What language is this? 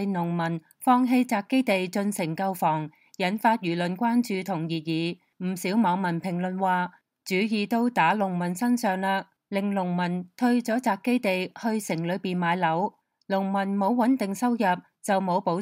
Cantonese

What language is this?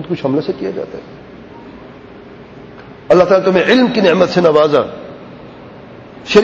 Urdu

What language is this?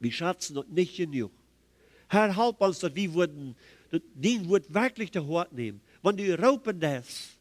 Plautdietsch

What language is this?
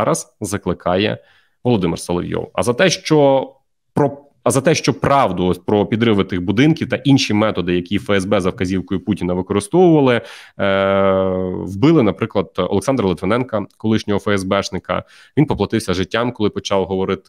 Ukrainian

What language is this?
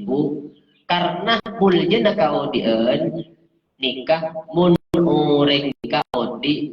Madurese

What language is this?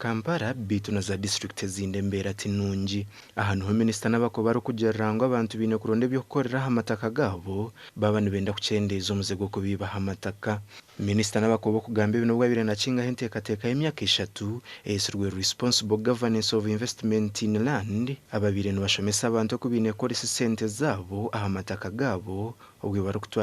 Nyankole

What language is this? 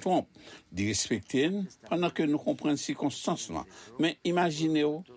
Haitian Creole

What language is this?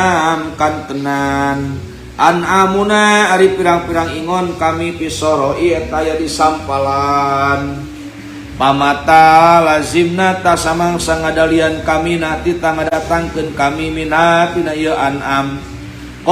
Sundanese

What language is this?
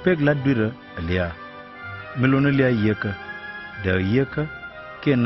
Nuer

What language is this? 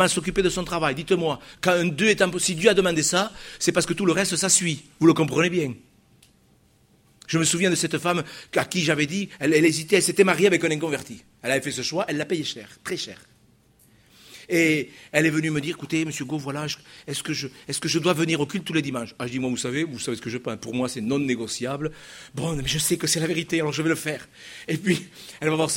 French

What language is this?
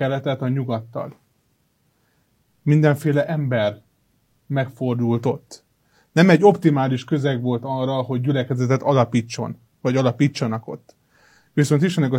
Hungarian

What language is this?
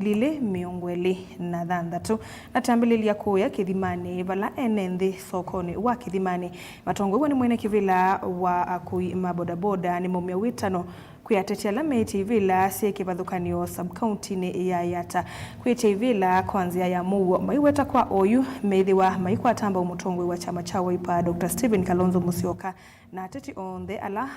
Kamba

